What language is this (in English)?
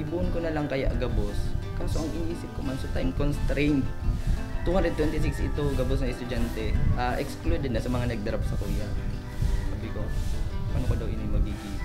Bikol